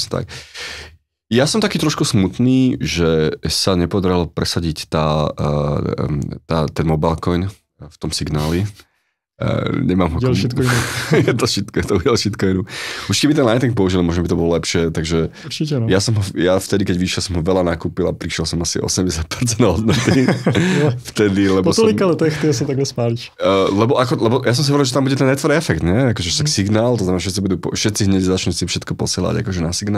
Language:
Slovak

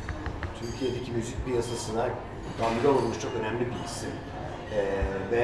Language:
Turkish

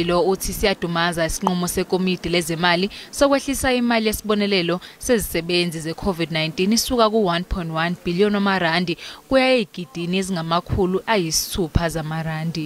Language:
Zulu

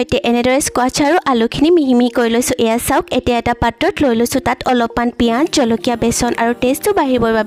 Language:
Assamese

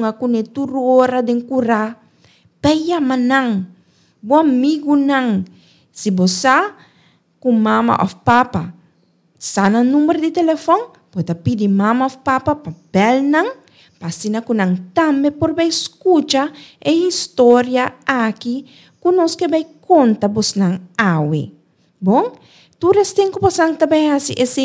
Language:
Papiamento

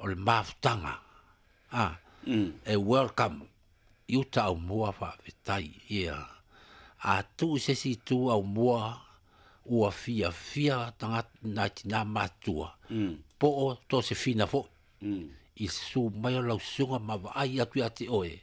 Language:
Samoan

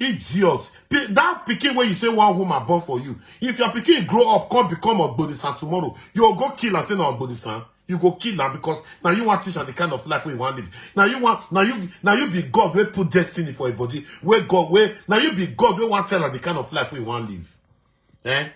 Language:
Nigerian Pidgin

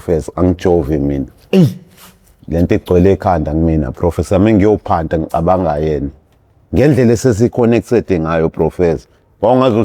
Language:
Zulu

